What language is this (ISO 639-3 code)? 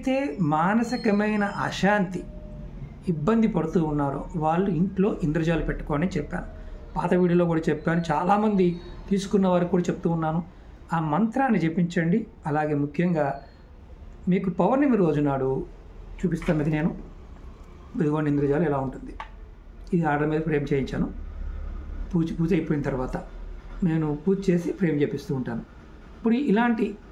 tel